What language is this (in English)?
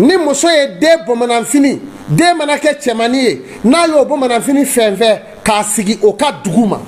Bambara